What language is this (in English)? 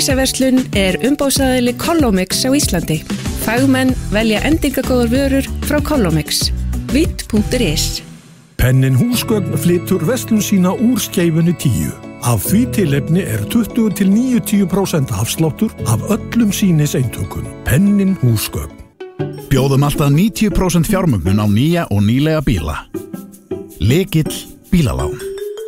Icelandic